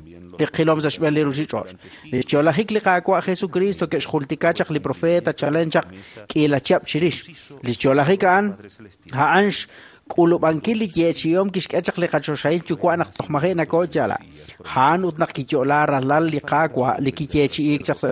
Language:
Kekchí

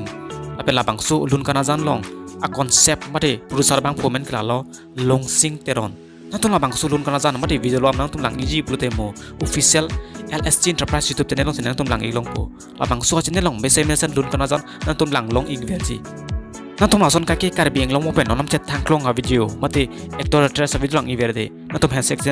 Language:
Karbi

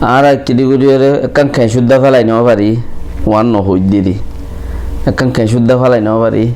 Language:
Rohingya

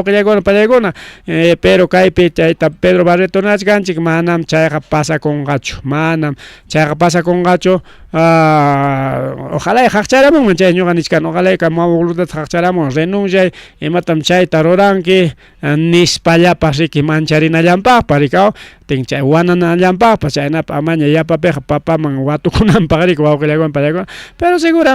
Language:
Ayacucho Quechua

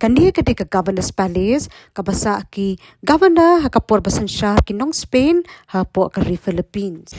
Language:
Khasi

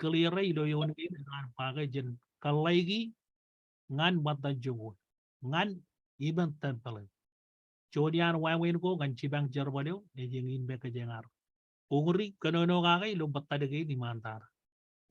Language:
Marshallese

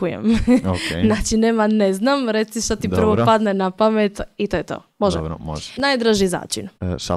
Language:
Serbian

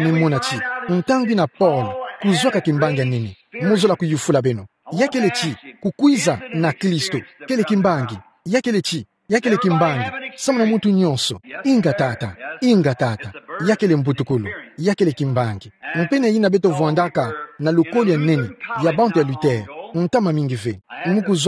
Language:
Kituba (Democratic Republic of Congo)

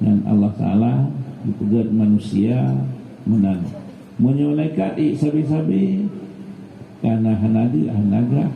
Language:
Achinese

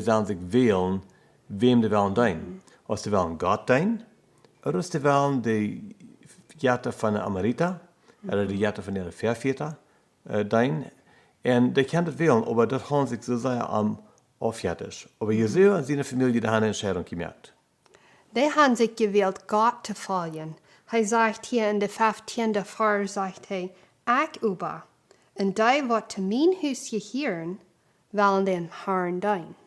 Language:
Plautdietsch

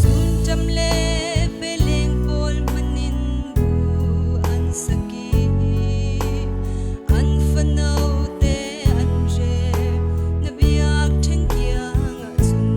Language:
Falam Chin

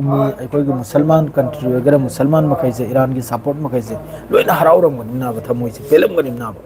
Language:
Manipuri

